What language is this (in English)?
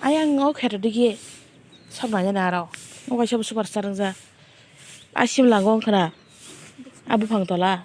Kok Borok